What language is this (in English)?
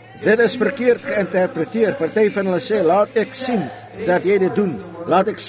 Afrikaans